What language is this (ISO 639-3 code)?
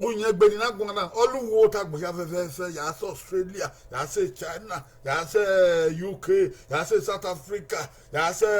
bin